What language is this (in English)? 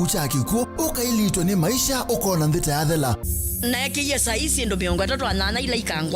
Kamba